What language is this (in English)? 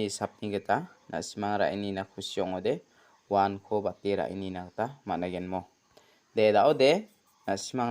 Garo